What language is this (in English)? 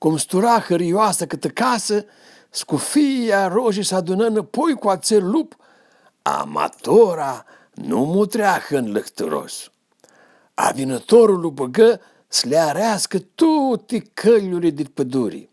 Aromanian